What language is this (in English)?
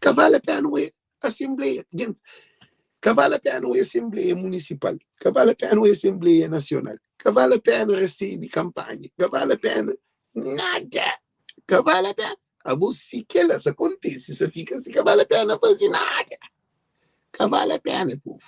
Kabuverdianu